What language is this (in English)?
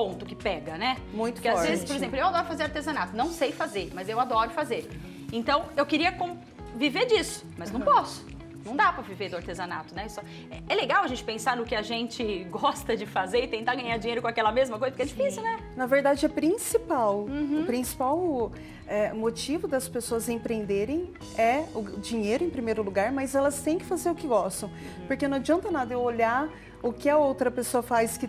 Portuguese